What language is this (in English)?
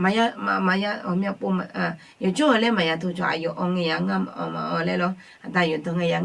Akha